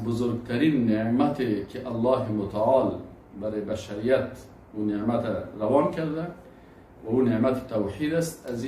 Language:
Persian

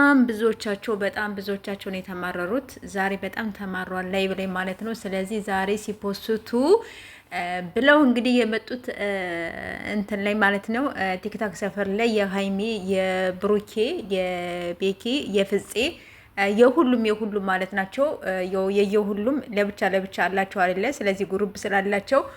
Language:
Amharic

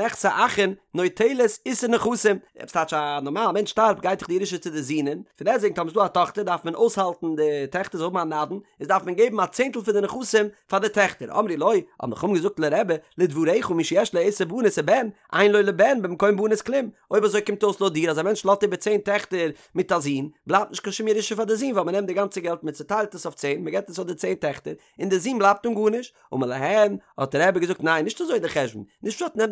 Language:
Yiddish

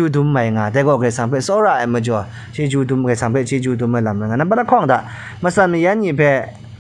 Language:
Kachin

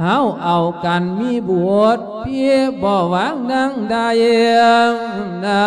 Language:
Lao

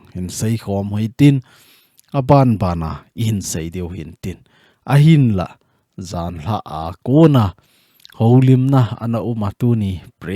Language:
Thado Chin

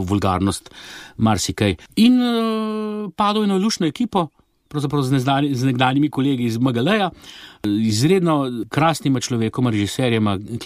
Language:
Slovenian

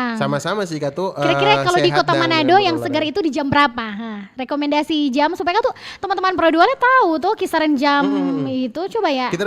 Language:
Manado Malay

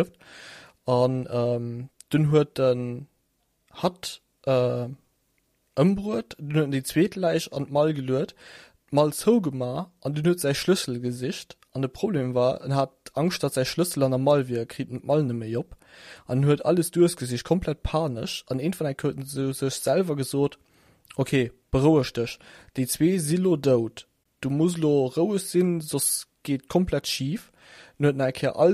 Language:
Luxembourgish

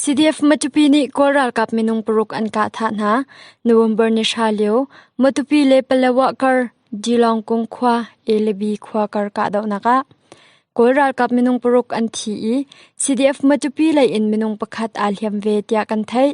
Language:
Hakha Chin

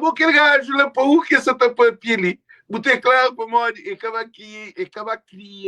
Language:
Kabuverdianu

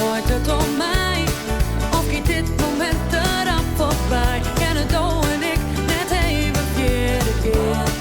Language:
Western Frisian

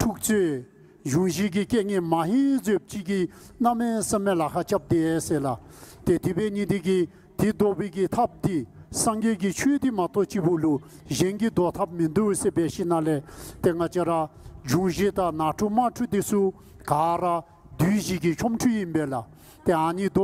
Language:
Dzongkha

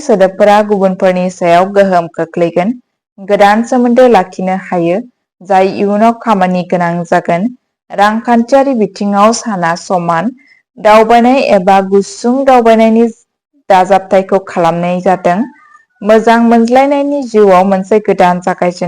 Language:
Bodo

